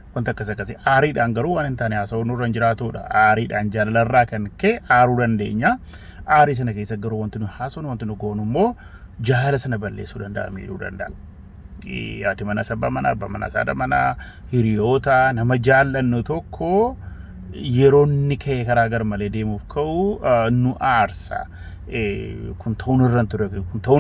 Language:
Oromo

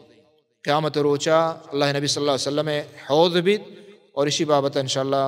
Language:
Baluchi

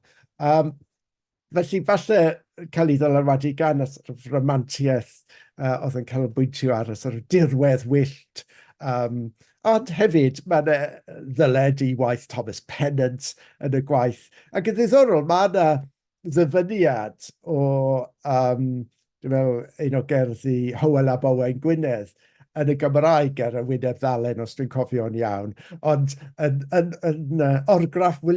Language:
Welsh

